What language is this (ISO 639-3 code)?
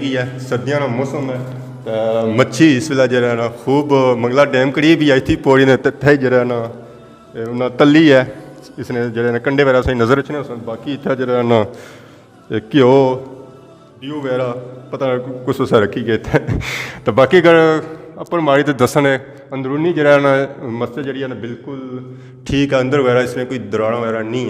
phr